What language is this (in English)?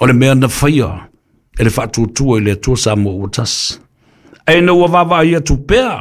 Samoan